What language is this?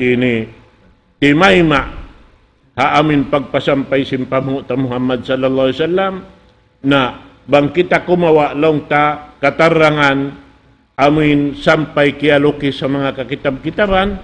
Tausug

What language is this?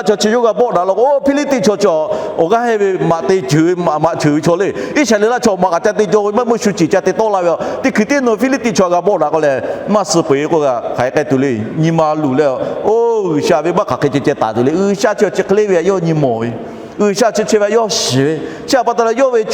Lahu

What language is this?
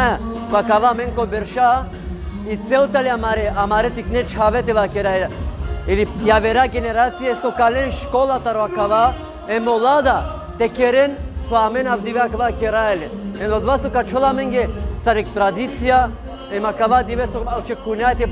Balkan Romani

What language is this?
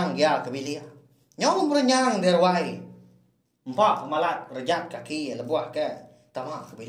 Iban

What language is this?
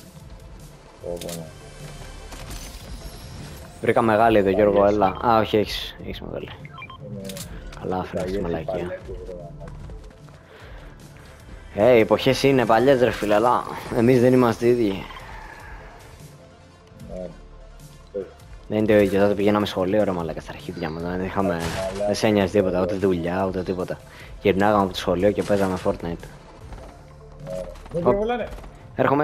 Greek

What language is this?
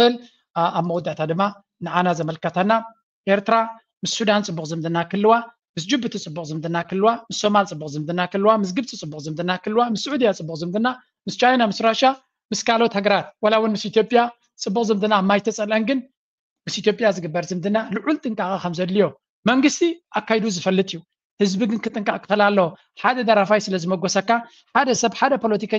Tigrinya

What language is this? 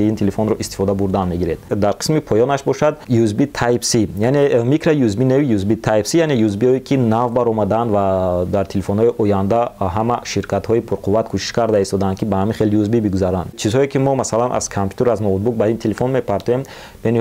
Tajik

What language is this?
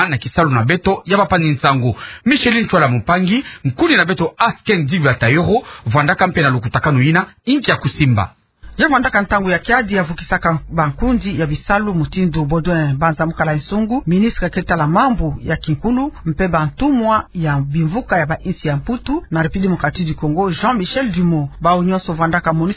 Kituba (Democratic Republic of Congo)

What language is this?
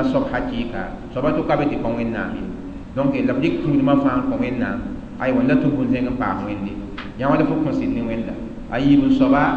Mossi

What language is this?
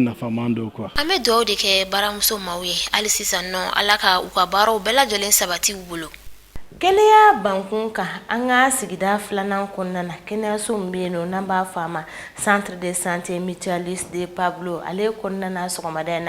Bambara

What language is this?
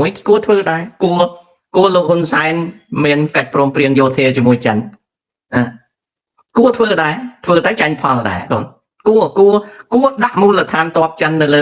Khmer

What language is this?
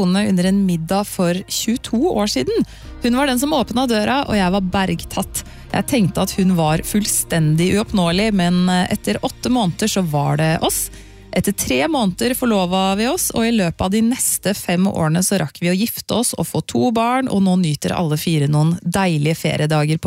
Norwegian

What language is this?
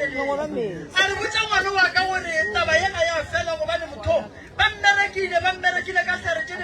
Northern Sotho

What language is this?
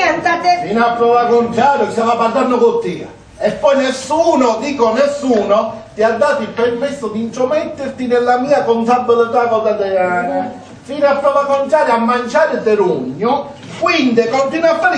Sicilian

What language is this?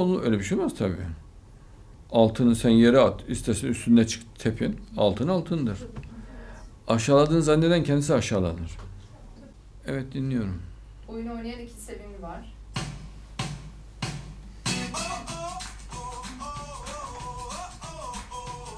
Turkish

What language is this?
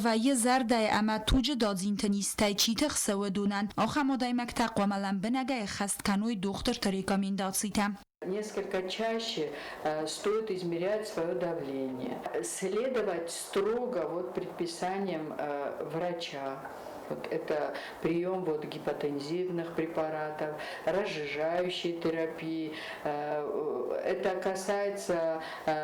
Ossetic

